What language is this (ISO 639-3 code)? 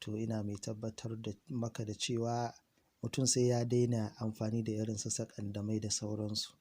hau